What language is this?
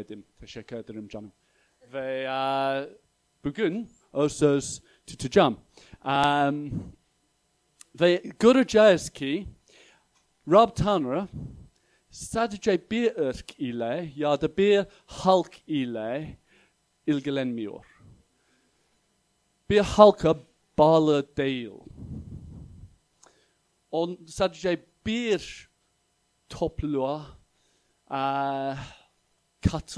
Turkish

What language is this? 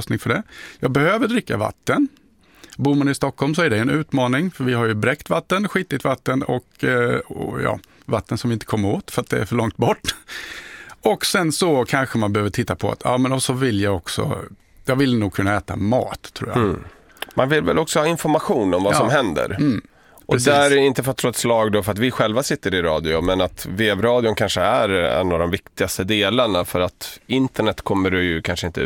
Swedish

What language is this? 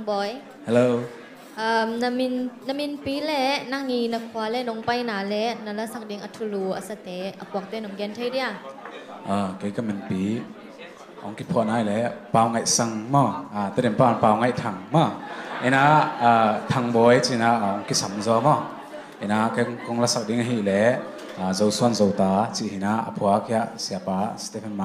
Tedim Chin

